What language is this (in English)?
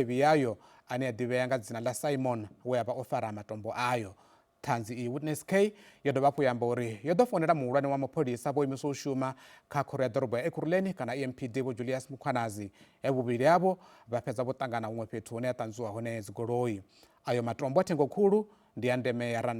Venda